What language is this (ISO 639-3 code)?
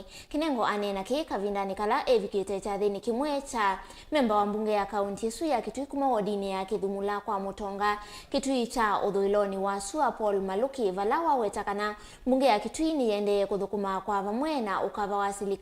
kam